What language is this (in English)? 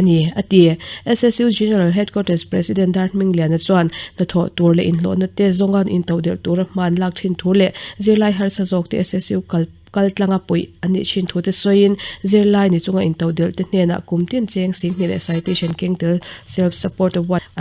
Mizo